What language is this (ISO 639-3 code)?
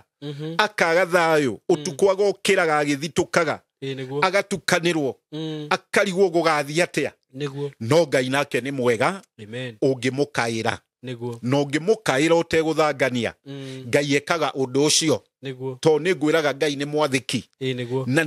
kik